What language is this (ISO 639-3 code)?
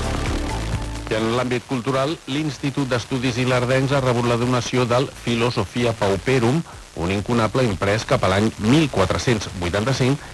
cat